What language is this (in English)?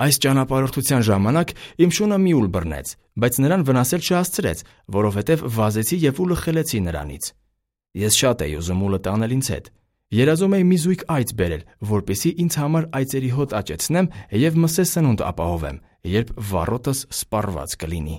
Armenian